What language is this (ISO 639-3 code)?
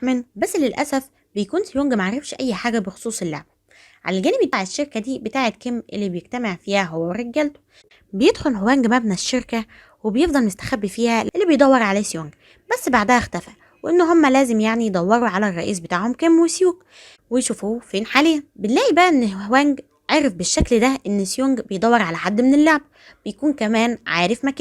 arz